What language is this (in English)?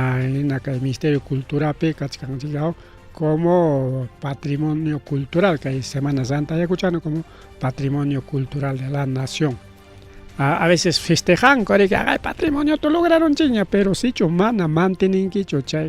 Ayacucho Quechua